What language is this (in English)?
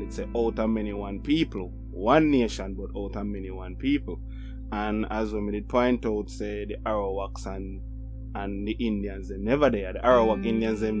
Jamaican Creole English